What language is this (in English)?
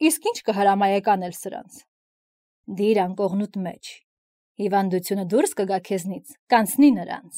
Armenian